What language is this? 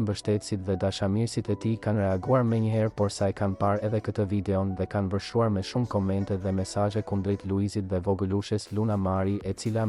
Albanian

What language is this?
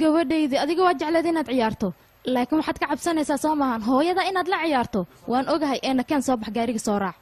Somali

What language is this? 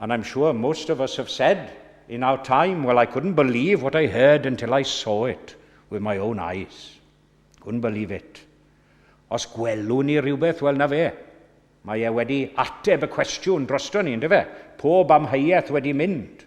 Welsh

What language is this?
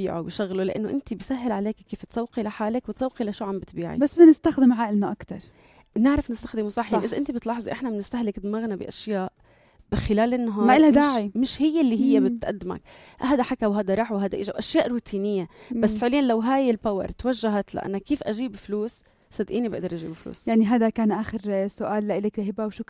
North Levantine Arabic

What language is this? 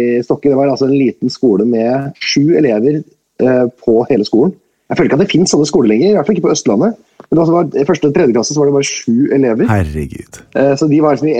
Norwegian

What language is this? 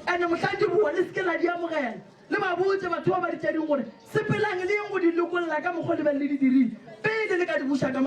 Northern Sotho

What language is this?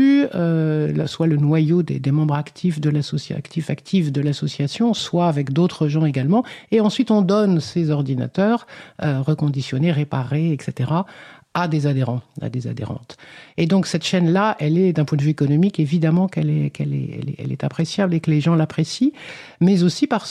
French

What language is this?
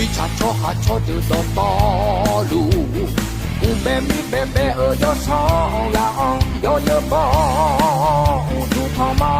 Akha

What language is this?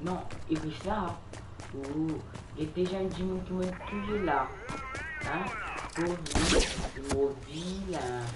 Morisyen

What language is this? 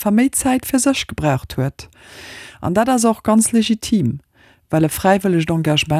Luxembourgish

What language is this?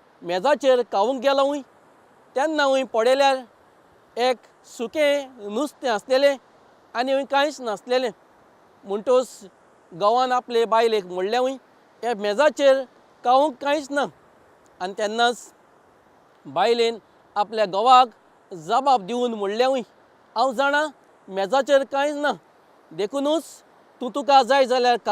Konkani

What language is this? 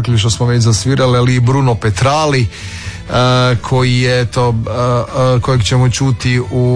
Croatian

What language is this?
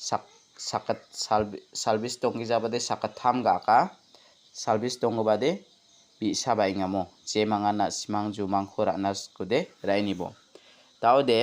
Garo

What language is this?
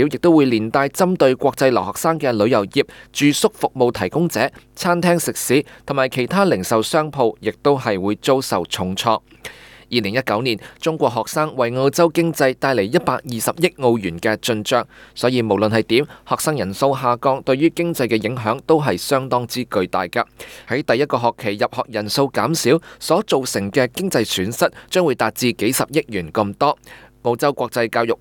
Cantonese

